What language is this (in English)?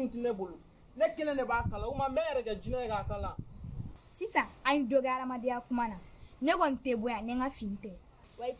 Bambara